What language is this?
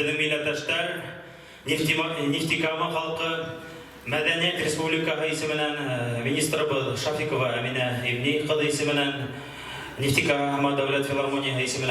Bashkir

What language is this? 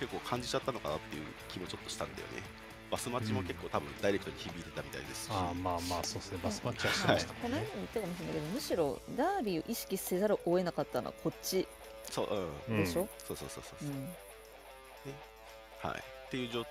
Japanese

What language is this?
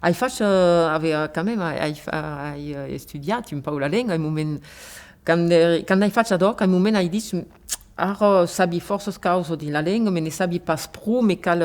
Occitan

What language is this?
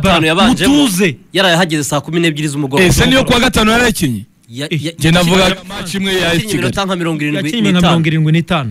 Kinyarwanda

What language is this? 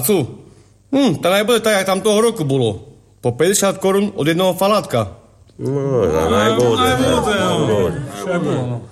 Slovak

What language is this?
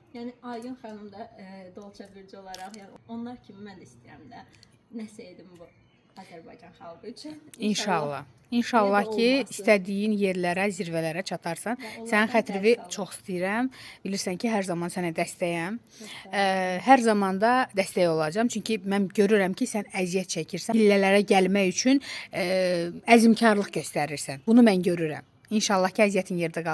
Azerbaijani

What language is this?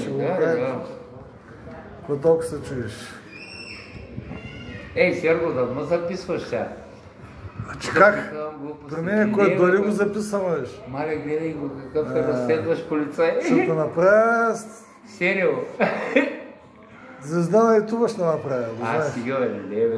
Bulgarian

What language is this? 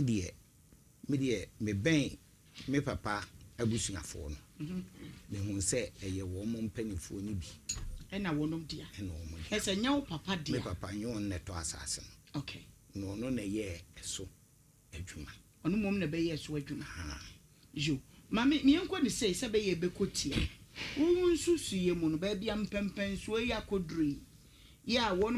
Akan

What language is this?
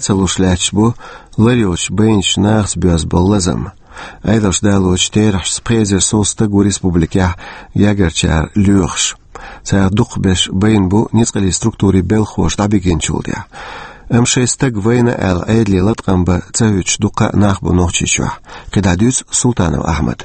Chechen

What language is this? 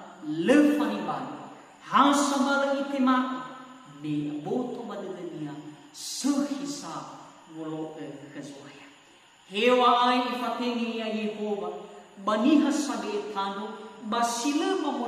Nias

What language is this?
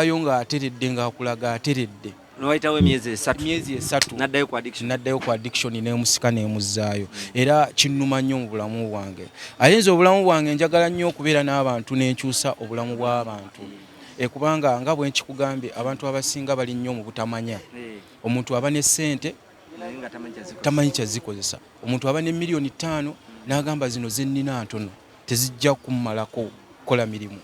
Ganda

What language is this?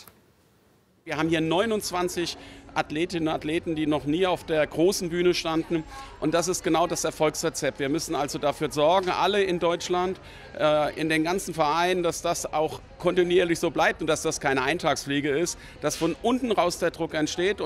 German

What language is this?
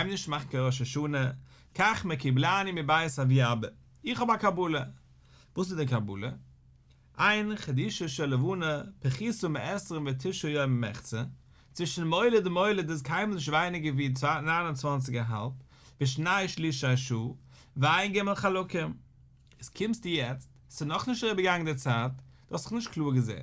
Yiddish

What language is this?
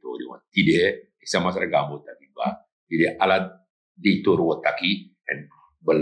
Sranan Tongo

